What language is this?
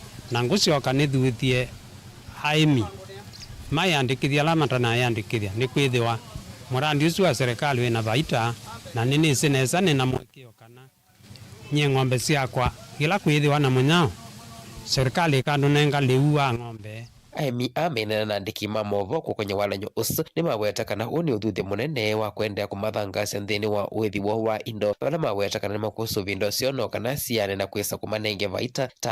Kamba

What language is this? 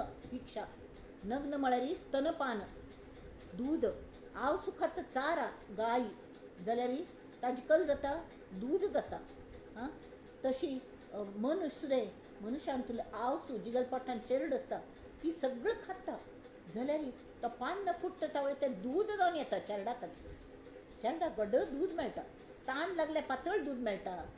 Konkani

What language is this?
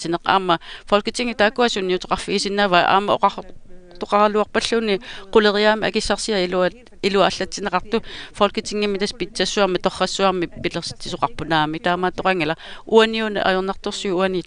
Kalaallisut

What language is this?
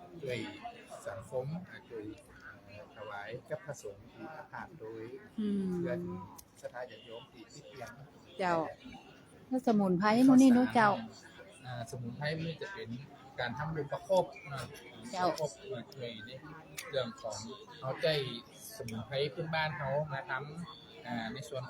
Lao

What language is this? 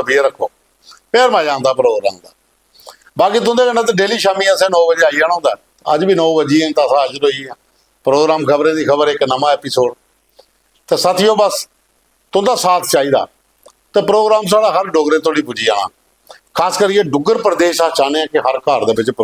Dogri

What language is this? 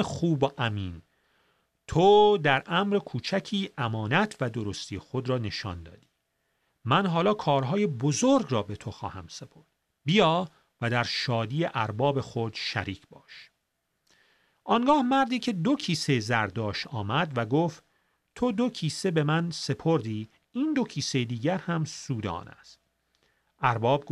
Persian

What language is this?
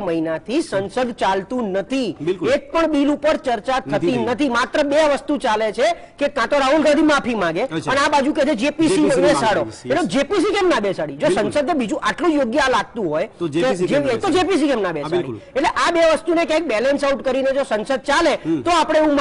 Gujarati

